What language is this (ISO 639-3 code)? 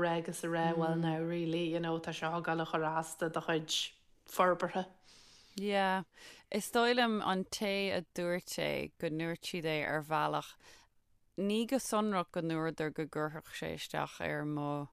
gle